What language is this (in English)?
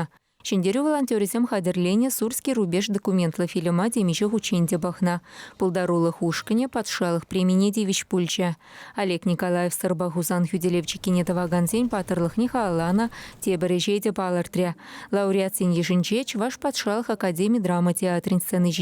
Chuvash